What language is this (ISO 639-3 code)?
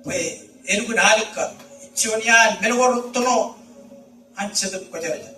mah